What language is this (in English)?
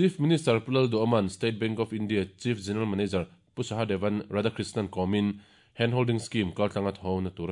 Mizo